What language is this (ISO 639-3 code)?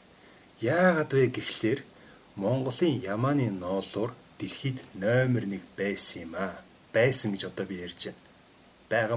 mon